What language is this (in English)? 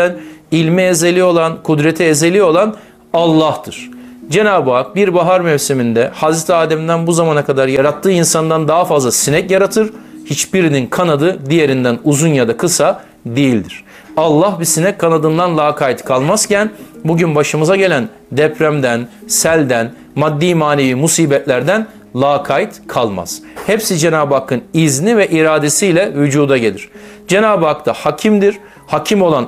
Turkish